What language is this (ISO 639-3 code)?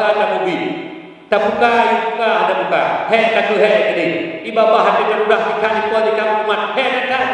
ace